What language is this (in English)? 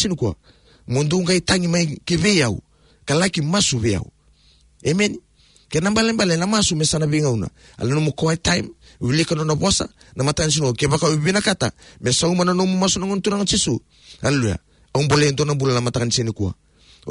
Fijian